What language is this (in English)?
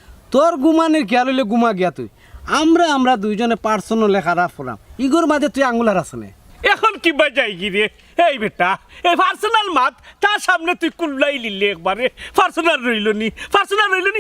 Sylheti